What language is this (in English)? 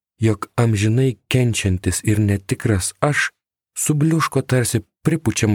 Lithuanian